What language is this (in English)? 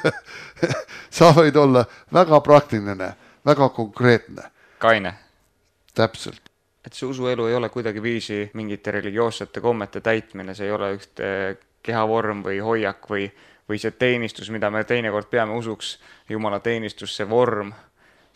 Estonian